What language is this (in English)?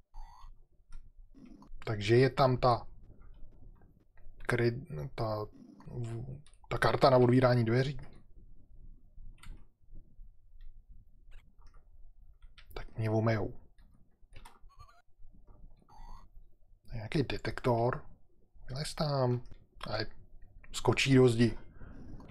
Czech